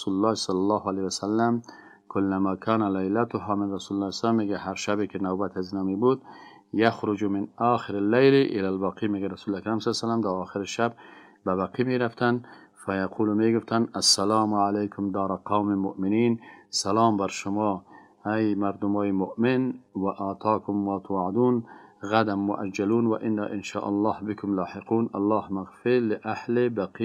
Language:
Persian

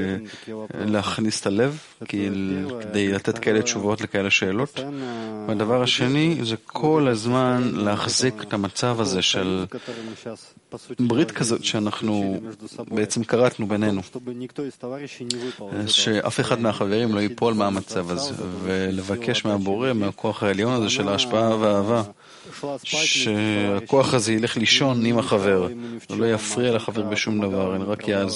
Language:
Hebrew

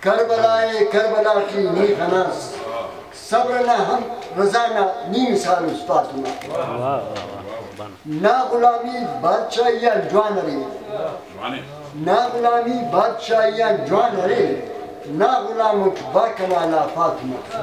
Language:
Brahui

